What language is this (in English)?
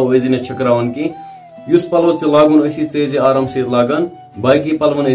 Kashmiri